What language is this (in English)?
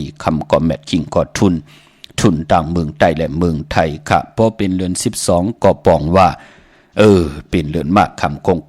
Shan